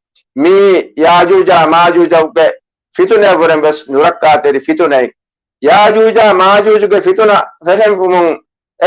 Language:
Divehi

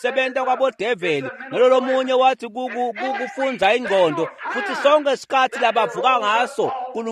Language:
Swati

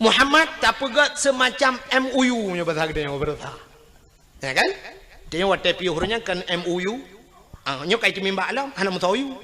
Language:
Achinese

